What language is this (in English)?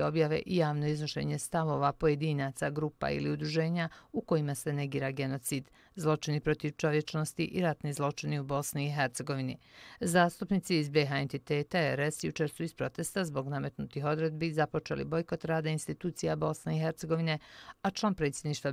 Bosnian